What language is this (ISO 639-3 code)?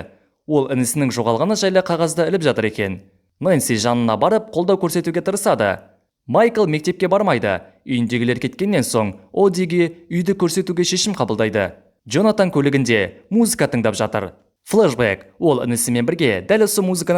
kaz